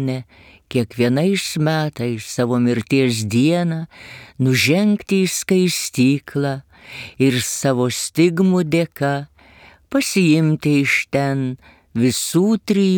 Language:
Lithuanian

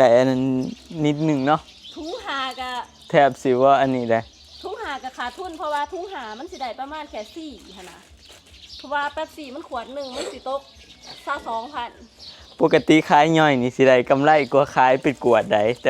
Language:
Northeastern Thai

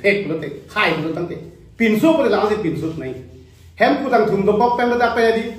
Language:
Karbi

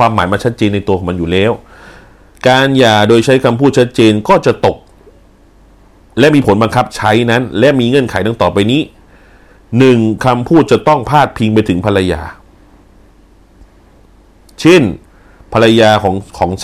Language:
Thai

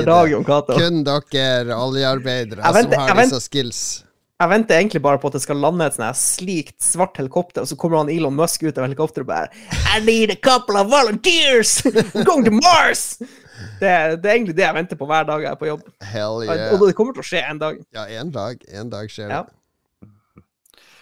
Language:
Norwegian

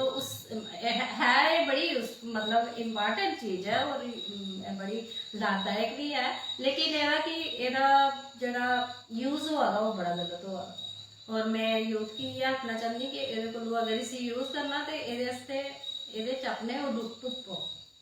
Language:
Dogri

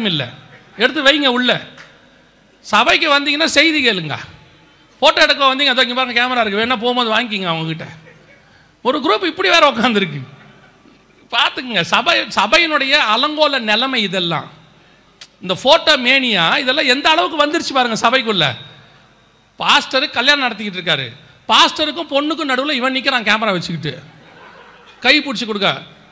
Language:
Tamil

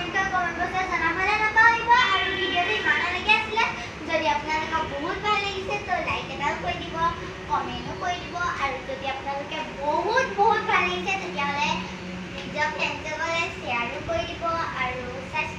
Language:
Assamese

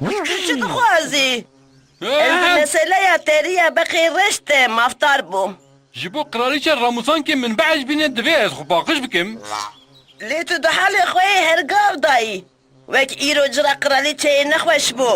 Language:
Kurdish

